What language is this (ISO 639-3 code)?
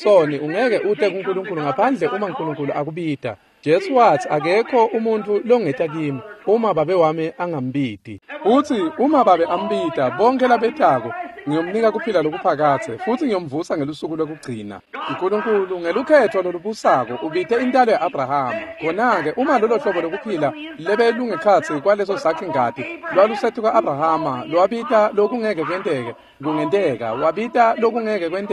ssw